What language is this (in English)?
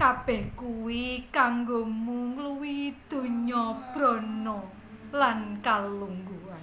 Javanese